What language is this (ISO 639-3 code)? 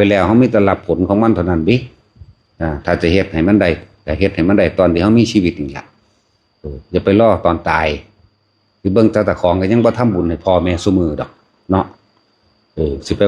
tts